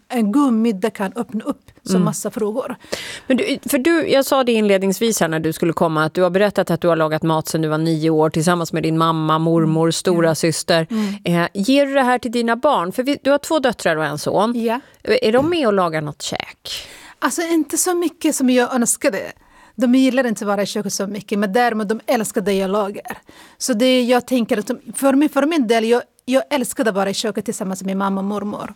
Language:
Swedish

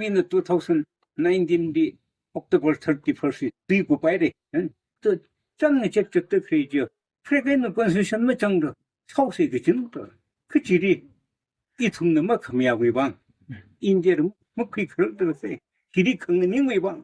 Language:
Tangkhul Naga (India)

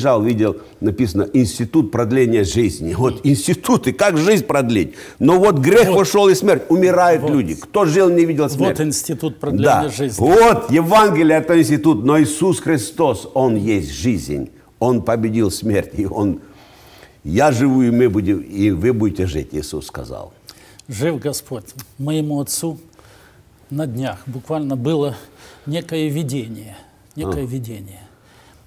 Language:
Russian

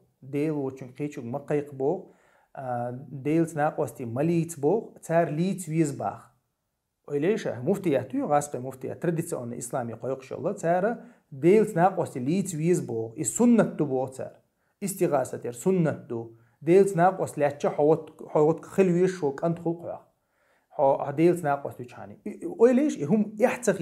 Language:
Chechen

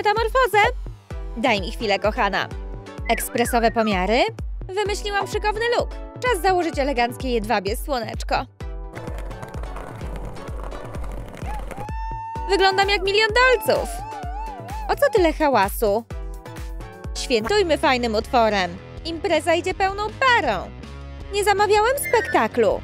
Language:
Polish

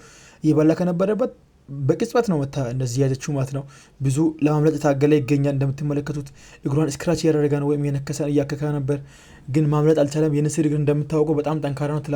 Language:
Amharic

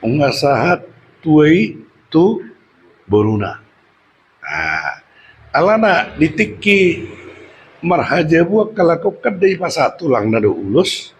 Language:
Batak Toba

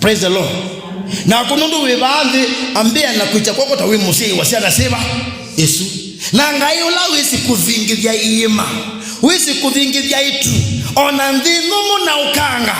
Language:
Kamba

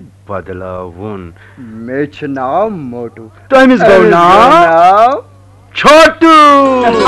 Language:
Kashmiri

